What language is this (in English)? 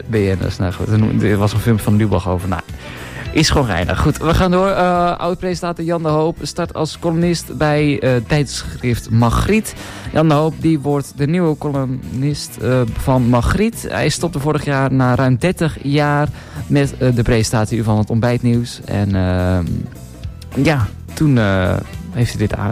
Dutch